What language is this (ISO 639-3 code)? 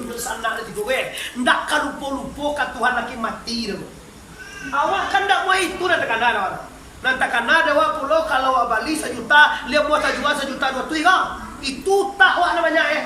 min